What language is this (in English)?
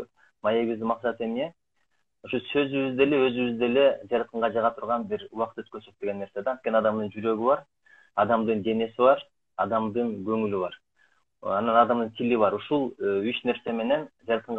Kyrgyz